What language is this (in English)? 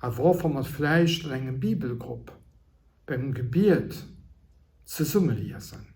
Luxembourgish